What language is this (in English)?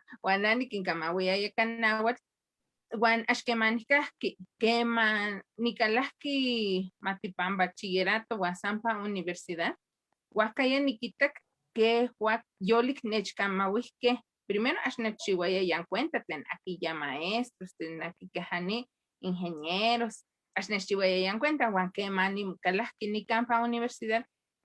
Eastern Huasteca Nahuatl